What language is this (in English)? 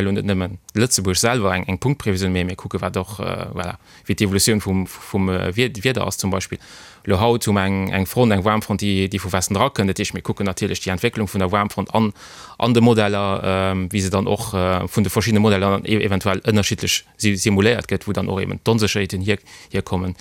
Luxembourgish